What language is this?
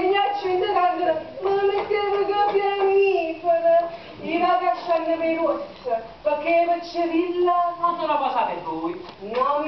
Neapolitan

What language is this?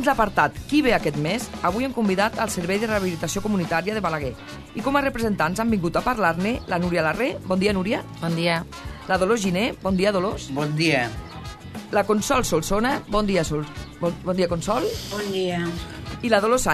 Catalan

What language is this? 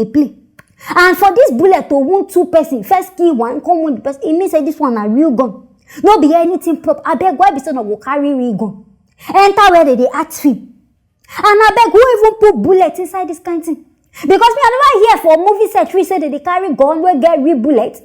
Nigerian Pidgin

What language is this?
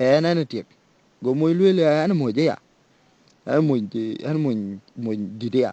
Dinka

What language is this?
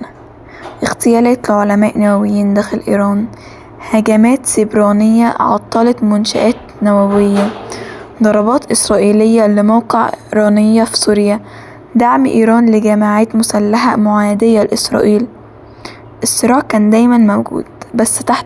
Egyptian Arabic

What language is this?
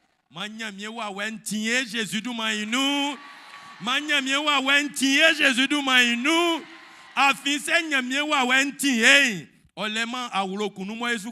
Baoulé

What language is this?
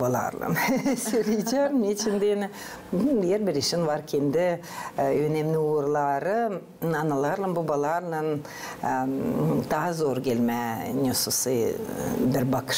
Gagauz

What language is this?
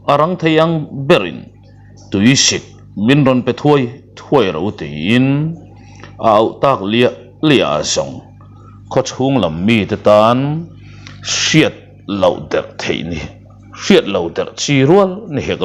Mizo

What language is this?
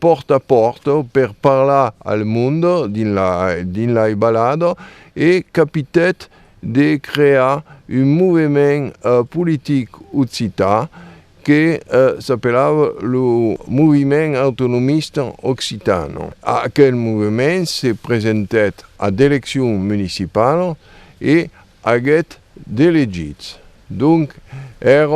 Occitan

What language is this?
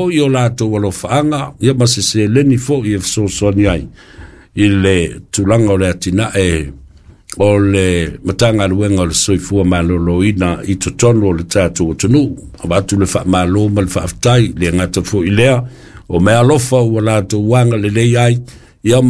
Samoan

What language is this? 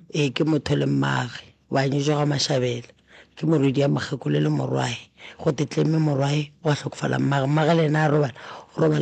Northern Sotho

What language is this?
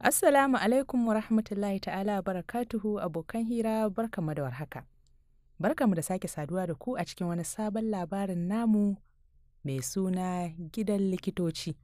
Hausa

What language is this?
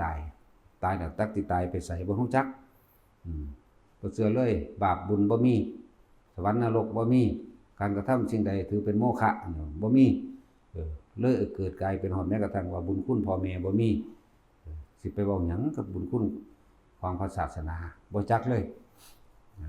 Northeastern Thai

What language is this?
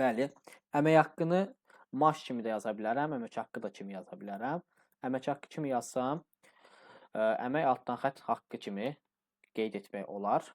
Azerbaijani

